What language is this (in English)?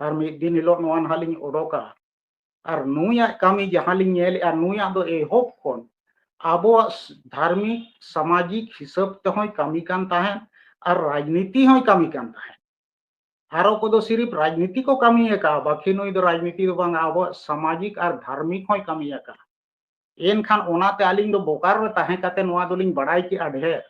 Santali